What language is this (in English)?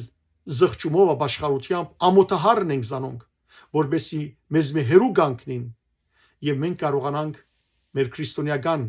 Western Armenian